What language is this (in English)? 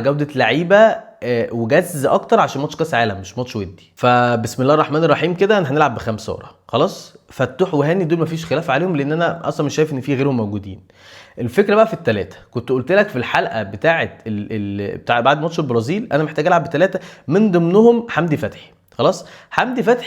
Egyptian Arabic